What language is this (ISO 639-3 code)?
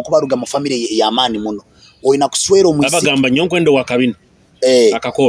nyo